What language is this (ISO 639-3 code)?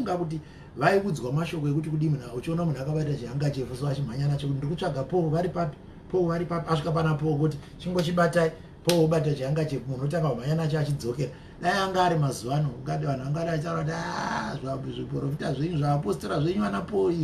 sna